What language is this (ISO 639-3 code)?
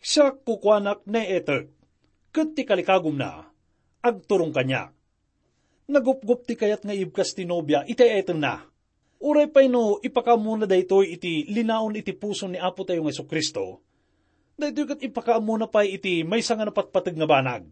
ilo